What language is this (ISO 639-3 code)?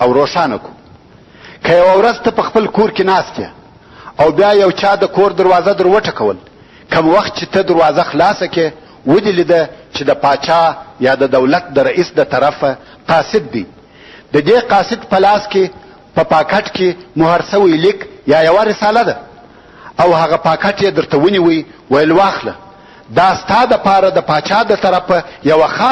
pus